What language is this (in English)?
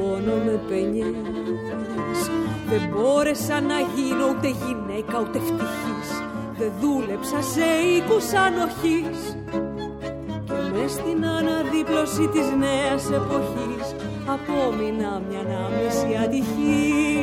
Greek